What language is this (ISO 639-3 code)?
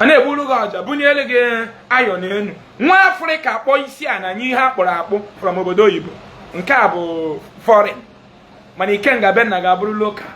ibo